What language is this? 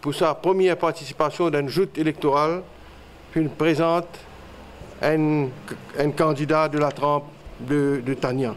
Morisyen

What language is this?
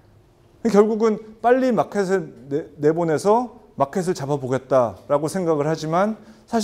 Korean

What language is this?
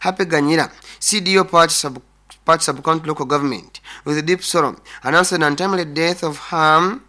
Nyoro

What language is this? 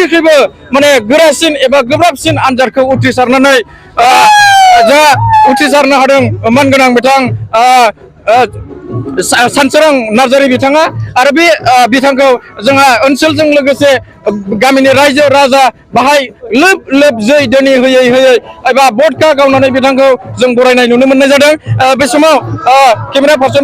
Bodo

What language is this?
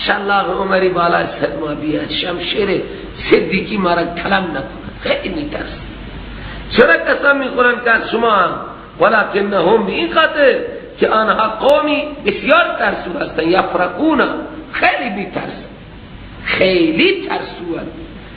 Persian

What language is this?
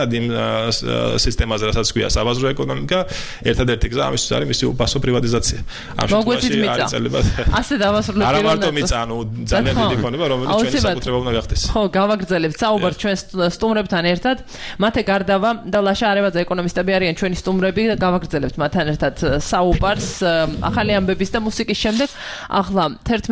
Georgian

